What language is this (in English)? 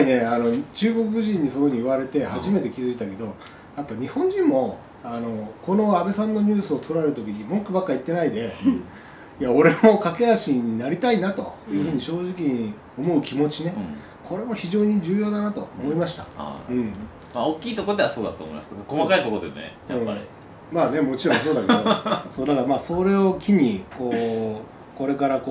Japanese